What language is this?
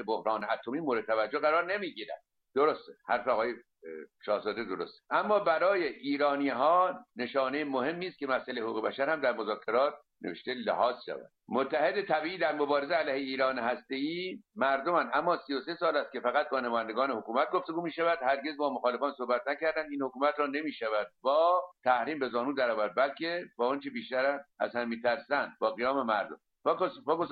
Persian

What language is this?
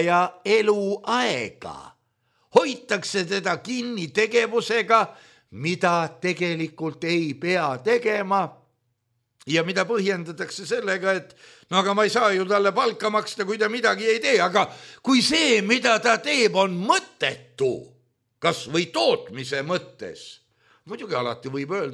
Estonian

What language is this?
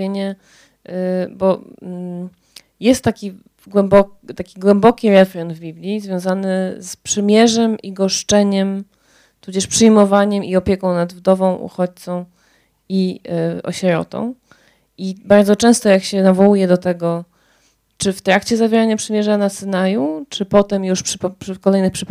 Polish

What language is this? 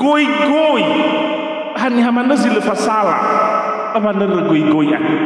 Nias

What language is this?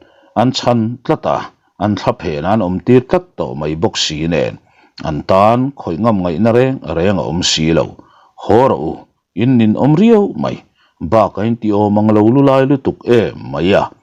Mizo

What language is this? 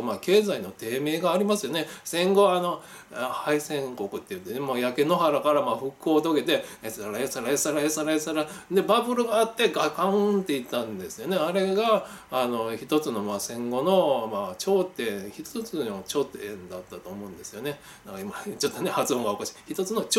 Japanese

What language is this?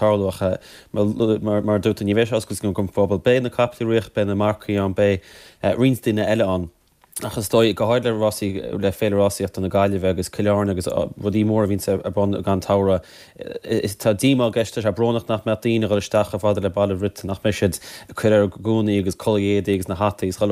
Irish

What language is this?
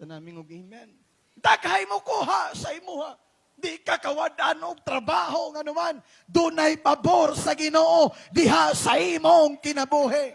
Cebuano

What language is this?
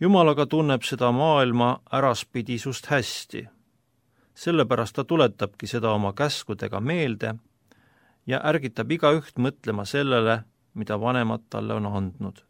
Estonian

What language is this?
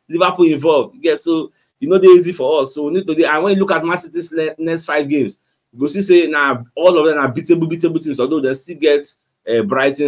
Nigerian Pidgin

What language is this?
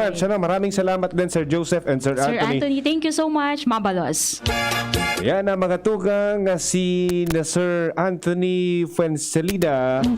Bikol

